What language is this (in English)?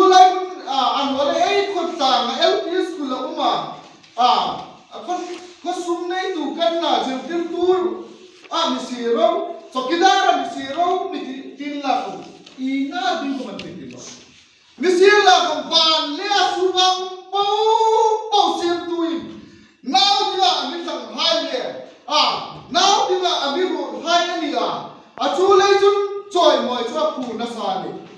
Hmar